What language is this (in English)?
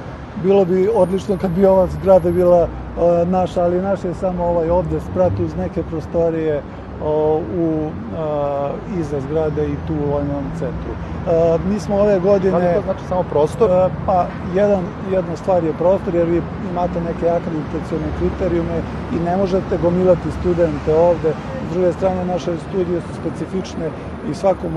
Serbian